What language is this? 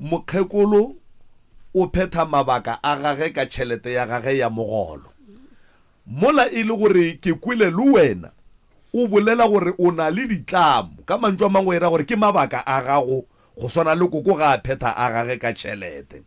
Northern Sotho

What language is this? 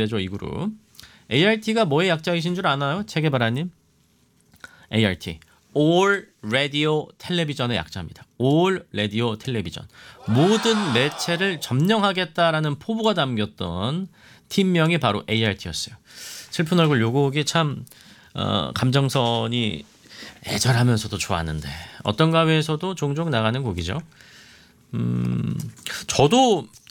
Korean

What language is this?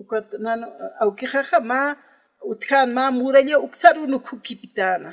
Aymara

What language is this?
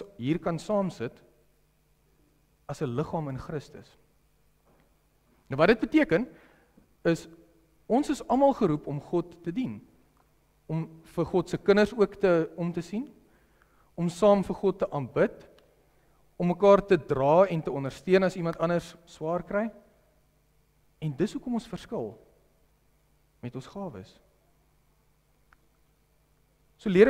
Afrikaans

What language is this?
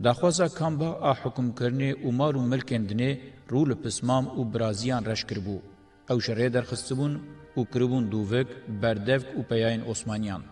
Kurdish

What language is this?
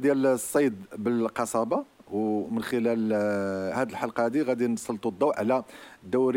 Moroccan Arabic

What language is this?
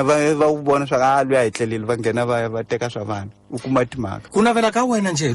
Tsonga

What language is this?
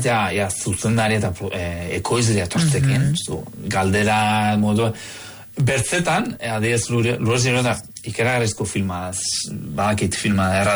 Basque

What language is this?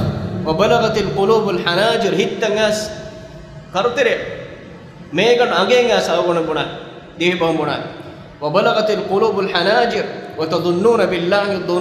Divehi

